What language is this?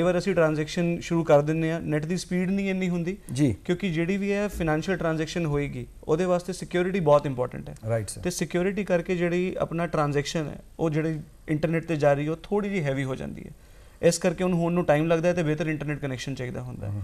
Punjabi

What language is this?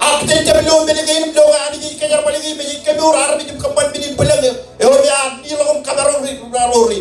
Marshallese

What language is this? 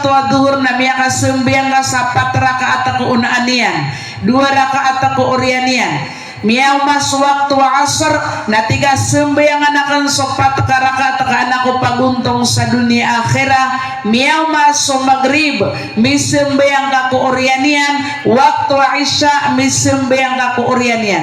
Maranao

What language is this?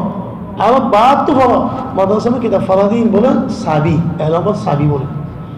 Rohingya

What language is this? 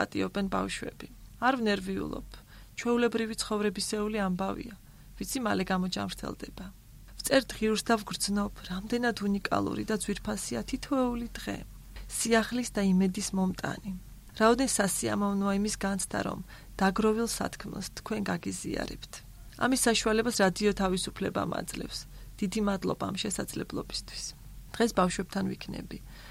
Georgian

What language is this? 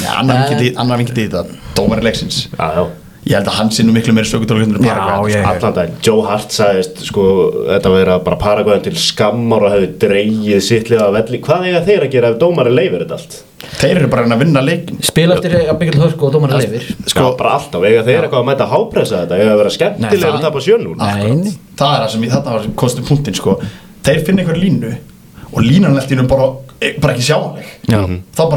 Icelandic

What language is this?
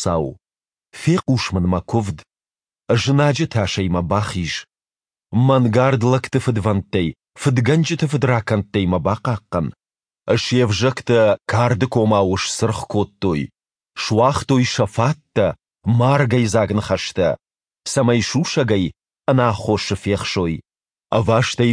Ossetic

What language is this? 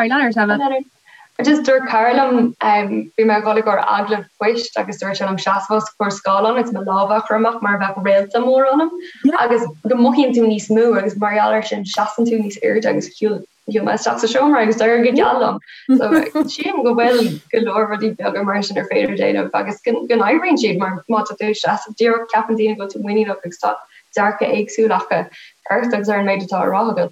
Irish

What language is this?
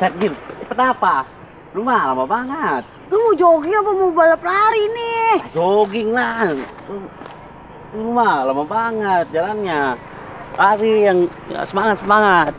Betawi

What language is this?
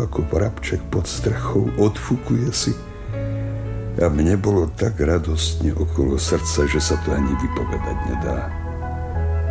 Slovak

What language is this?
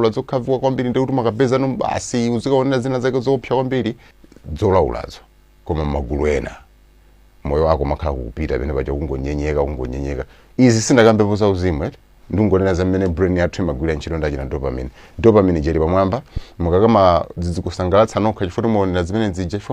Nyanja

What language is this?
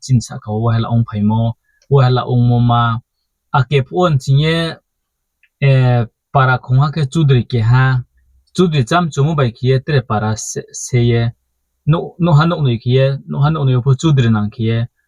Riang (India)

